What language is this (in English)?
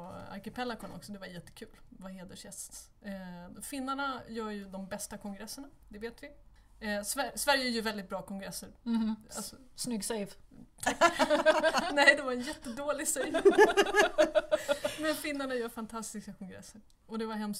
Swedish